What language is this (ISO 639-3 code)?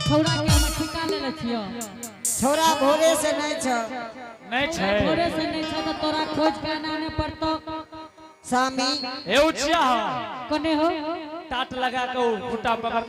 anp